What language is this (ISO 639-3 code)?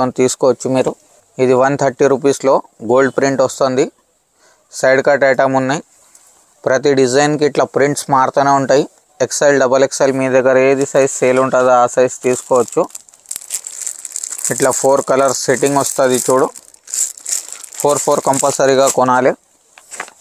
tel